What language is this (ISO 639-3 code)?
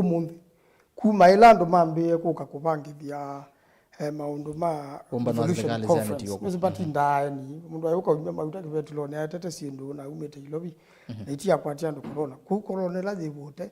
kam